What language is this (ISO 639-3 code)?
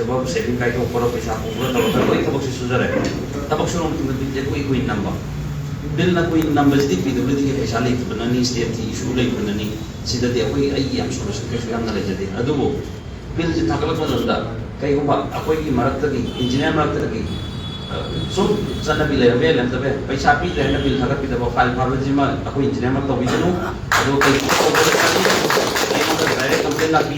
mni